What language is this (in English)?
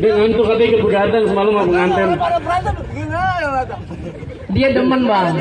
Betawi